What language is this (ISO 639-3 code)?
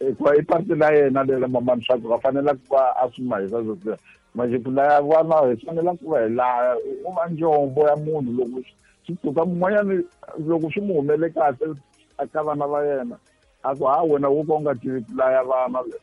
tso